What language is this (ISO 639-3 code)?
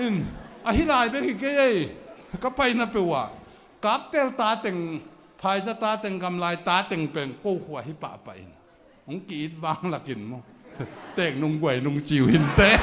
ctd